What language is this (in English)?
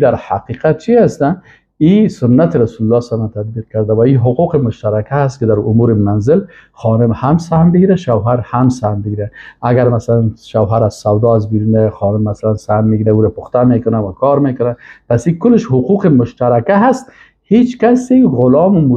Persian